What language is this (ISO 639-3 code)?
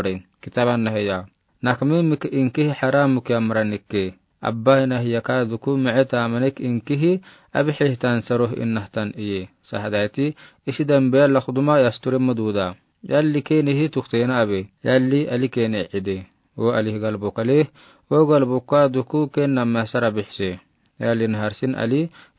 aar